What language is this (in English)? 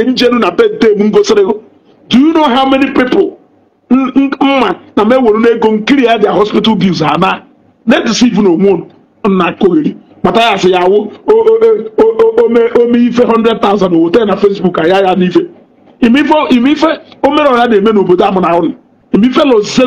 Igbo